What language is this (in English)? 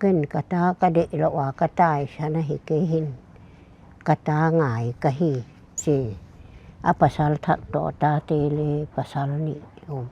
Paite Chin